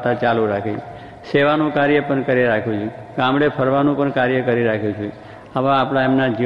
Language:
Gujarati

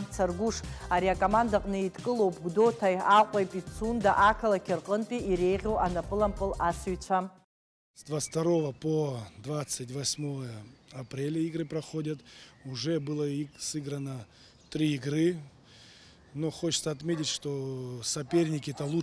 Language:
Abkhazian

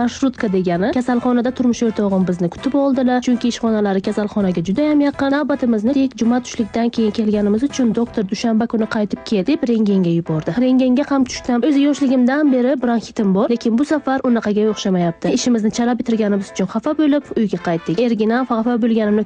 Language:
Uzbek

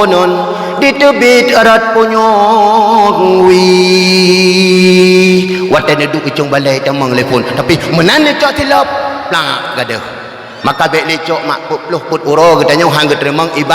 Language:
Achinese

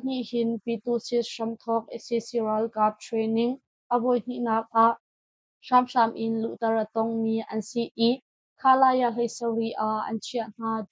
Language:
Hakha Chin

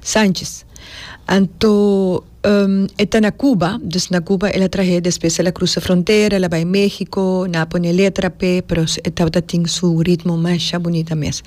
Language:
Papiamento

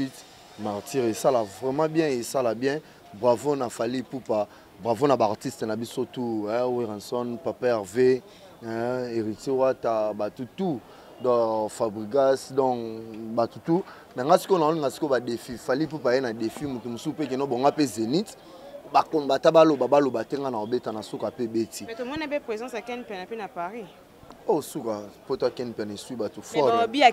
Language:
Lingala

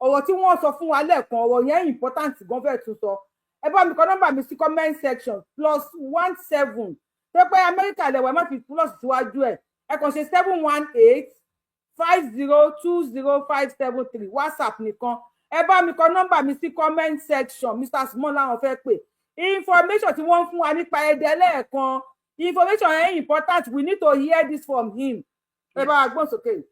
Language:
Yoruba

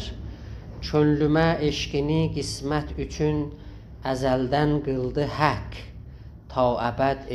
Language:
South Azerbaijani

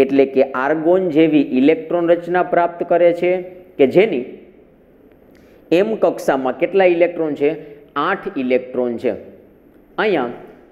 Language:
Gujarati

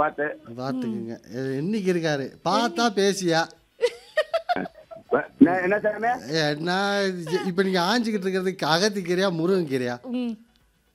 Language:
Tamil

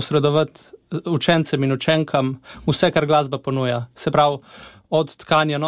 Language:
Slovenian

